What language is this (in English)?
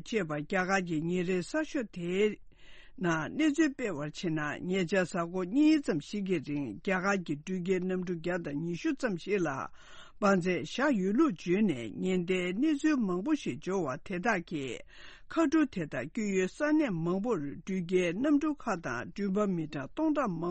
Tibetan